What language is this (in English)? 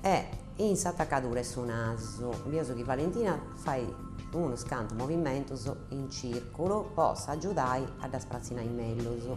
Sardinian